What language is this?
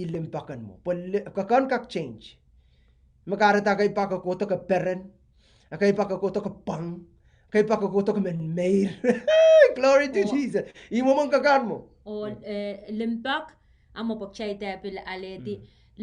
Pohnpeian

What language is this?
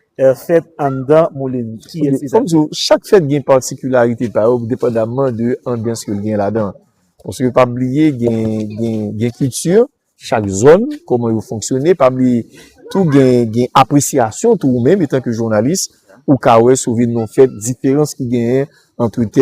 Haitian Creole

